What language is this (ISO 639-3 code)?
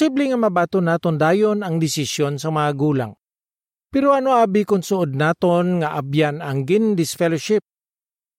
hil